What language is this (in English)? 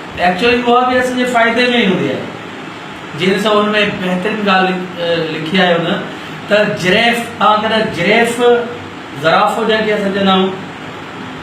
Sindhi